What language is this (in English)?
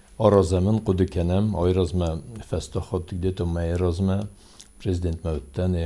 Ossetic